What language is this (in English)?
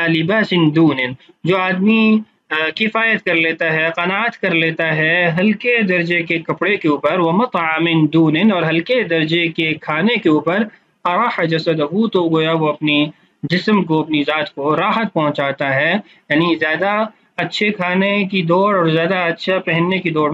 Urdu